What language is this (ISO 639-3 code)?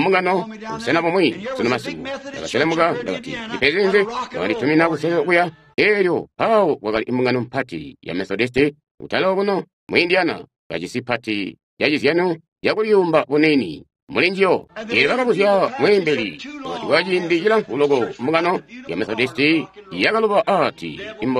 toi